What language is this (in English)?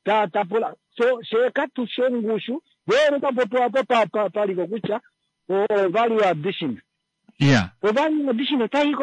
Kuanyama